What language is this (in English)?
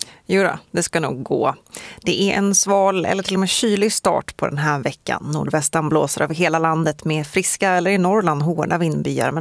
Swedish